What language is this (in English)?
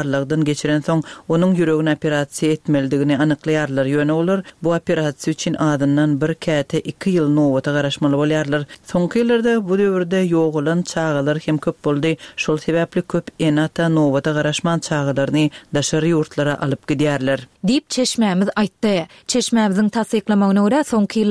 Turkmen